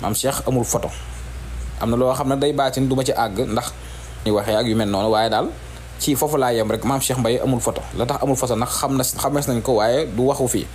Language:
Wolof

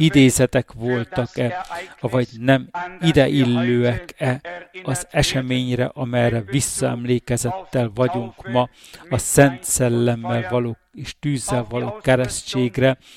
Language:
Hungarian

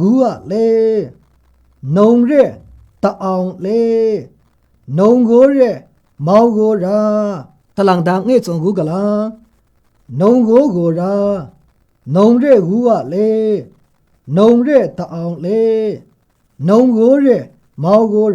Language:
Maru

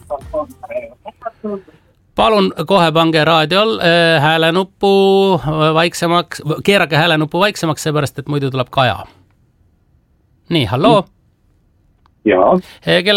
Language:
Estonian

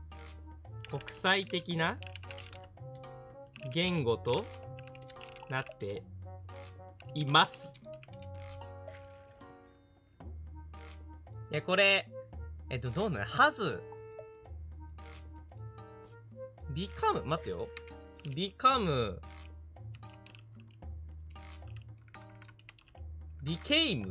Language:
Japanese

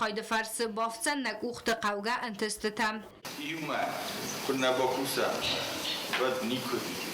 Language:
Ossetic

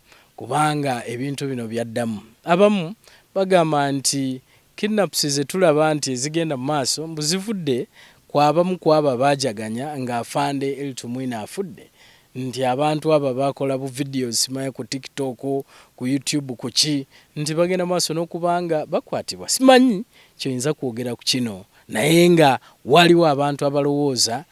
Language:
Ganda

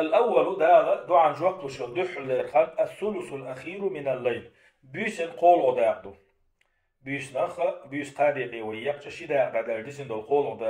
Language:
Chechen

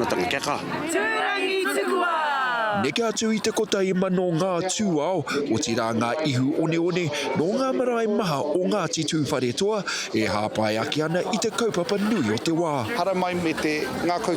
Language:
Māori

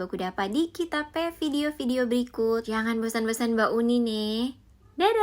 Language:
Manado Malay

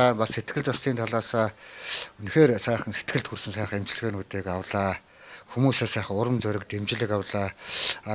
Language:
Mongolian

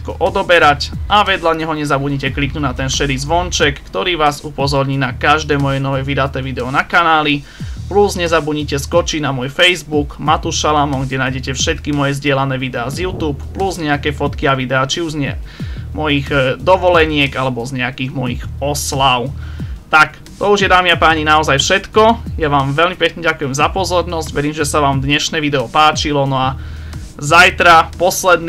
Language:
Slovak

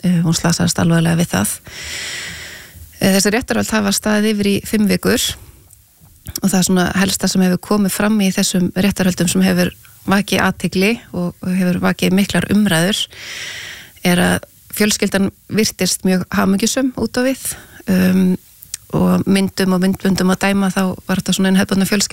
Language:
Icelandic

